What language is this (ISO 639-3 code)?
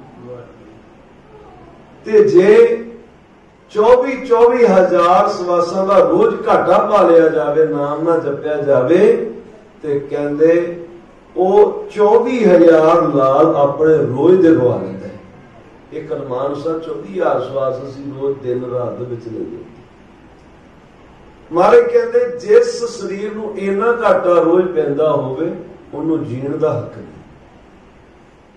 pan